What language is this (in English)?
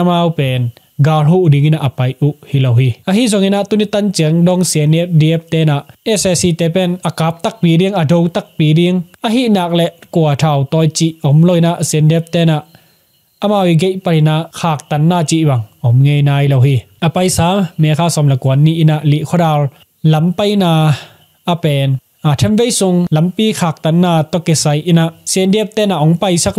Tedim Chin